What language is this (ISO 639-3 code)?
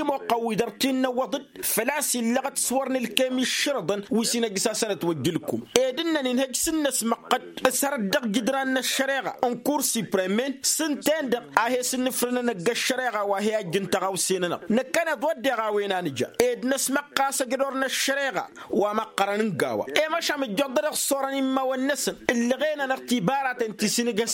taq